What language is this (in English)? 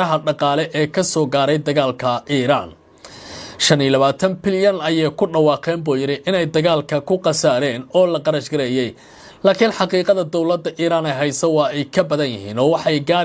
Somali